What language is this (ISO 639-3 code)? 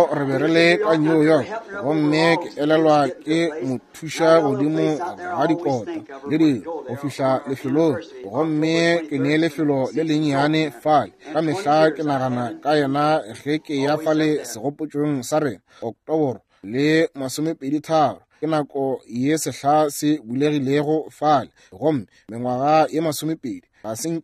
nso